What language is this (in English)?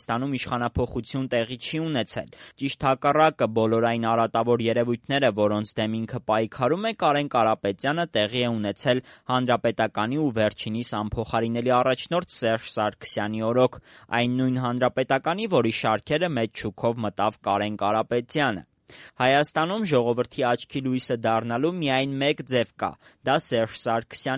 Armenian